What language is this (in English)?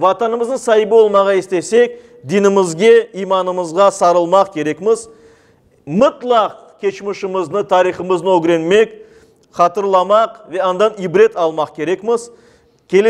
Crimean Tatar